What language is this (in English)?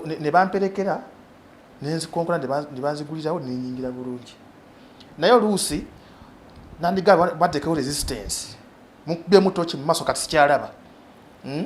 Ganda